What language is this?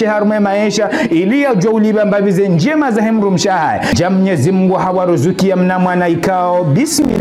Ngazidja Comorian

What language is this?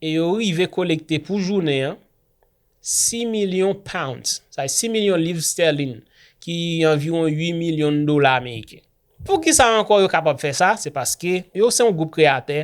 Haitian Creole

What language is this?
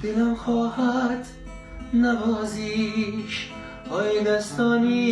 Tajik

